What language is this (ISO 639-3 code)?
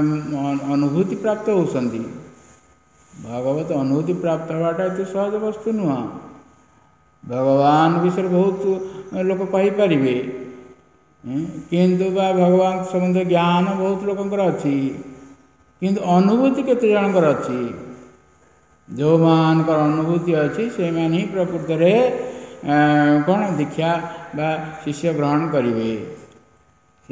ori